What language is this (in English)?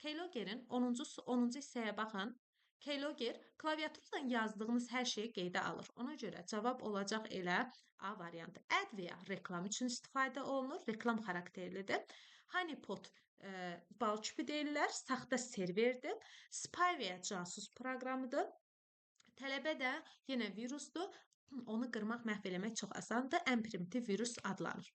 Azerbaijani